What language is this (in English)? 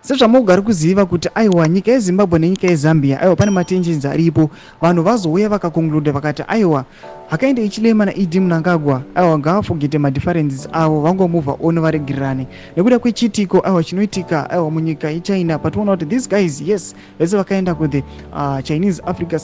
Shona